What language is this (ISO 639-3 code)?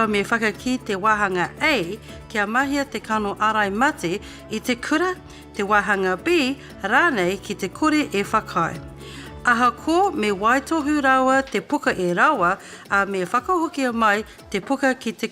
mri